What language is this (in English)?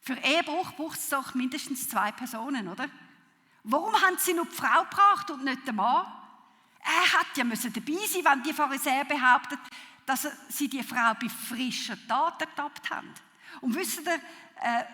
Swiss German